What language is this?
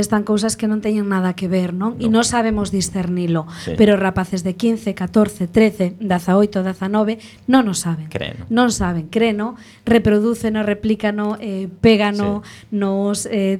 Galician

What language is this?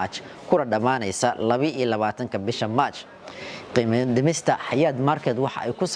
Somali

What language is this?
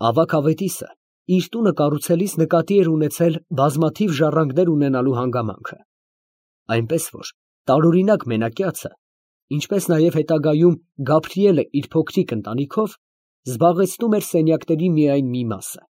Armenian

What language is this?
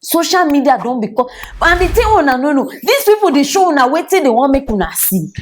Nigerian Pidgin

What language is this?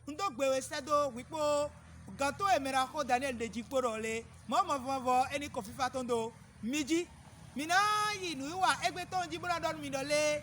Fon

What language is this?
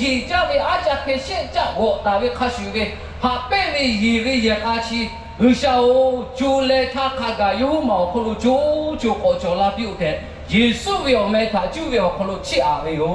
Lahu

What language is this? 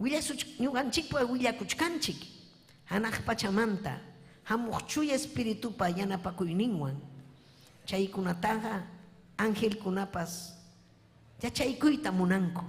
Ayacucho Quechua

